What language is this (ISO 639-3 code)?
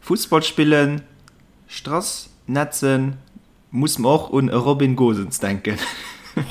ltz